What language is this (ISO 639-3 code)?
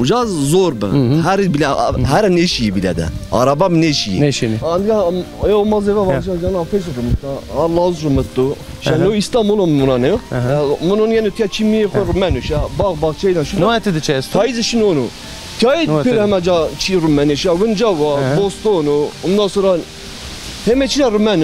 zza